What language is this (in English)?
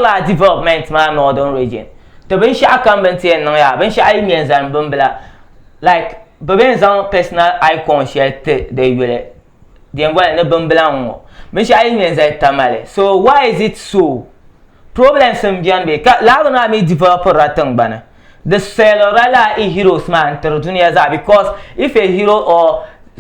Dagbani